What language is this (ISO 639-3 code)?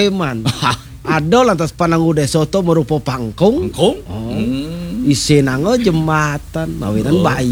ban